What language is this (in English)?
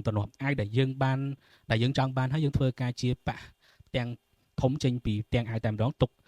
Khmer